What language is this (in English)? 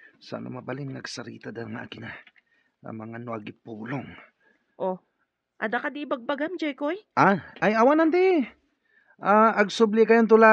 Iloko